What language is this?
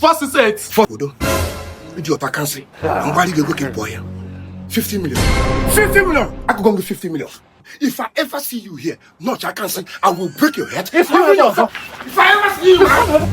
Nigerian Pidgin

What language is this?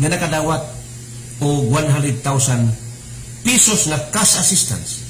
Cebuano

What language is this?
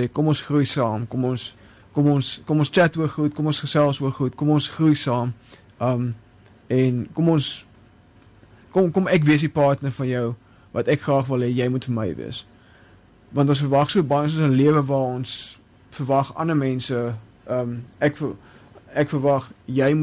Afrikaans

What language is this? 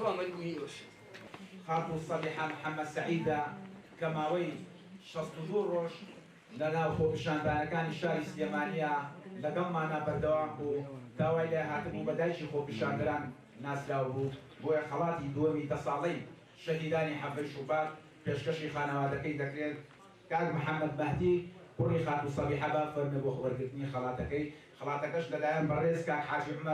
Central Kurdish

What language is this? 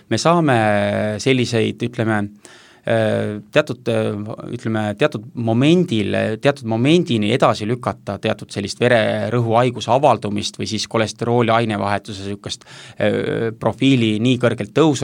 Estonian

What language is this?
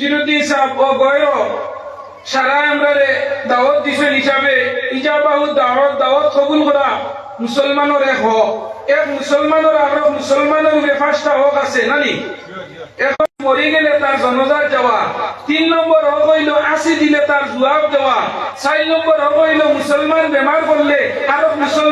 Sylheti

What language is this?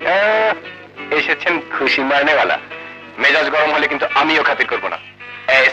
Bangla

